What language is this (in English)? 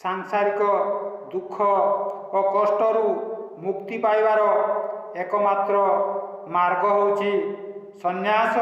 Odia